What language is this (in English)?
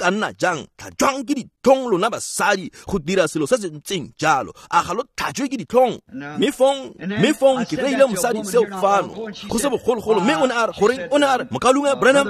Tswana